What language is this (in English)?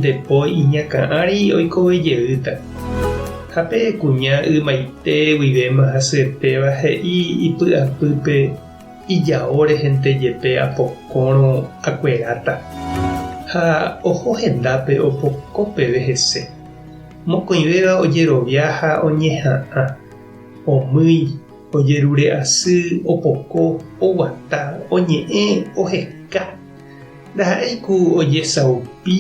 Guarani